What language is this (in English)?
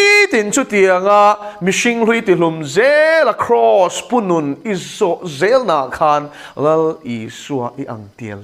Mizo